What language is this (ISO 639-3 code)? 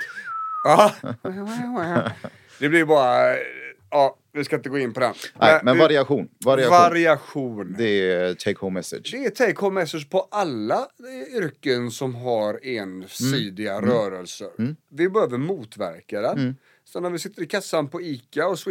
swe